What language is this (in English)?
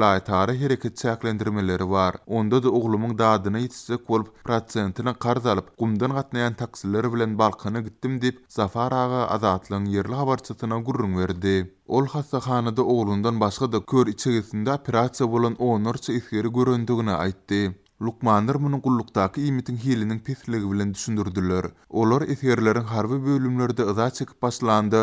Turkmen